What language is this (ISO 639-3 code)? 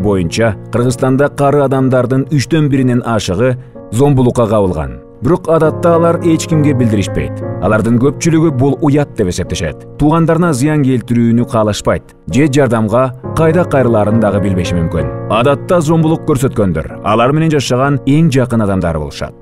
kir